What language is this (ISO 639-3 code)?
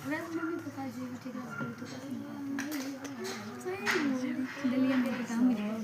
mai